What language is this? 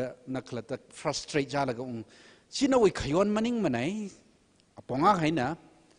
Tangkhul Naga (India)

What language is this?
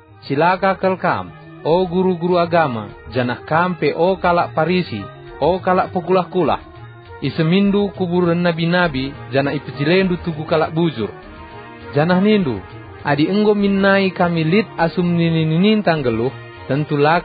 Batak Karo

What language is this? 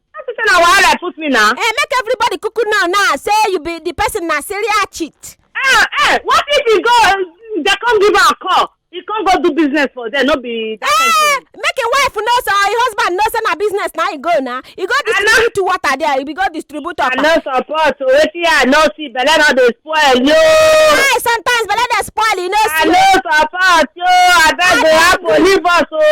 Nigerian Pidgin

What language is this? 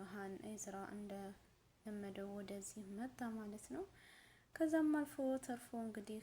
Amharic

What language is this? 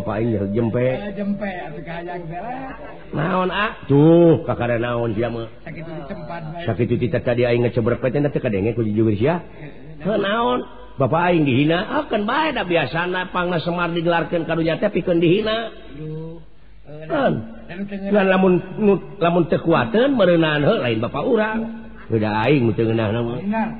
Sundanese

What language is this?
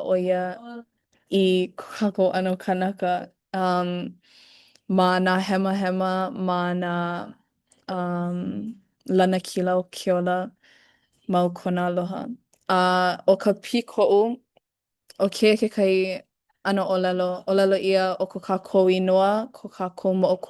Hawaiian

